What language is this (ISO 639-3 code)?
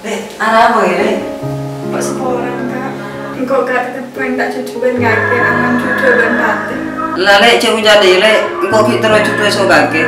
mad